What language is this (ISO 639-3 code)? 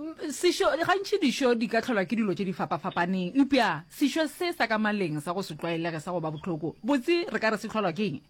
nso